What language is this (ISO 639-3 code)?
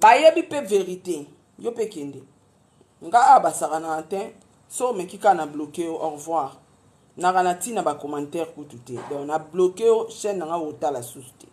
lin